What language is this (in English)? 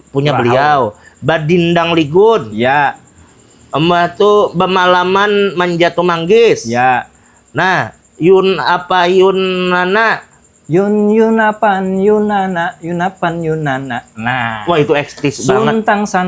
Banjar